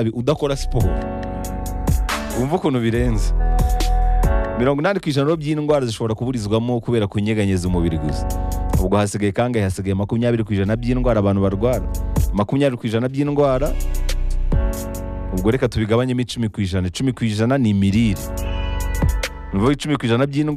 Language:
Kinyarwanda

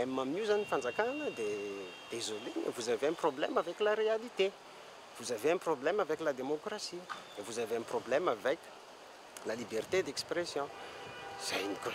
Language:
Malagasy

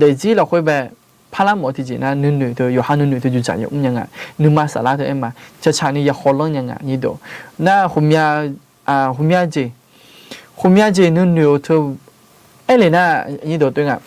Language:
Akha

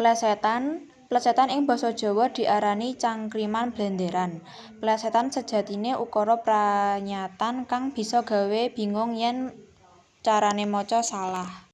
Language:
Javanese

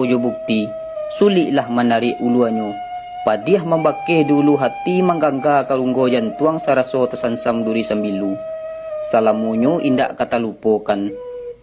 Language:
Minangkabau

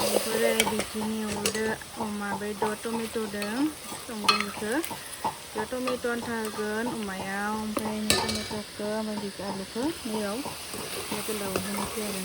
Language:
Bodo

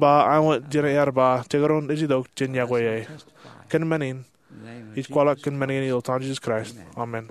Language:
Marshallese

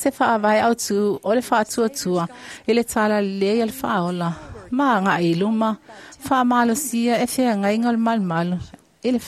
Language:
Samoan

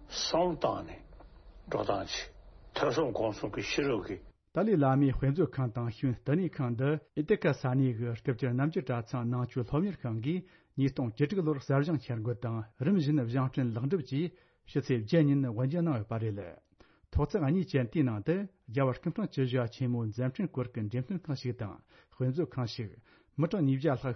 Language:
Tibetan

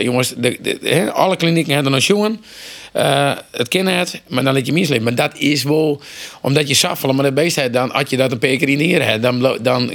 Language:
Western Frisian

